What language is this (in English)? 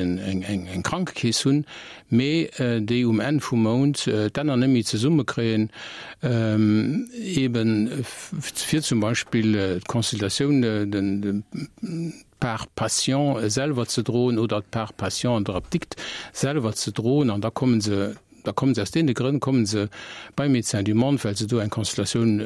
Luxembourgish